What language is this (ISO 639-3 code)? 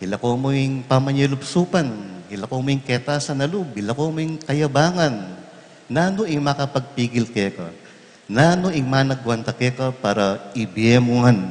pam